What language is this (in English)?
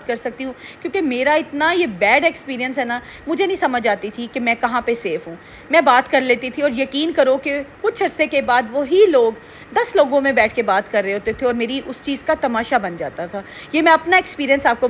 Urdu